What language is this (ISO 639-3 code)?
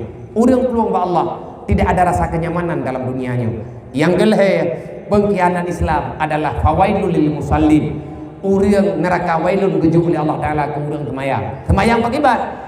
ace